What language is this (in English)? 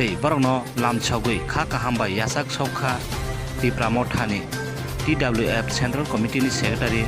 Kok Borok